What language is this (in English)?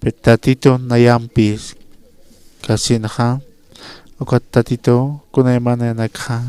Aymara